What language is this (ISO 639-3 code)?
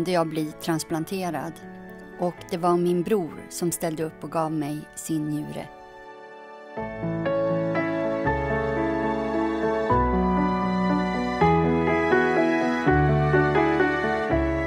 swe